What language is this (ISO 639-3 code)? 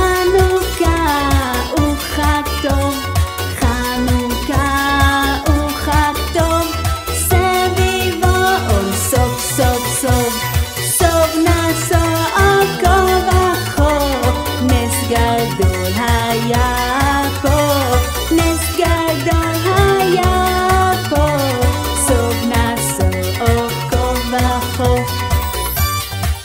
heb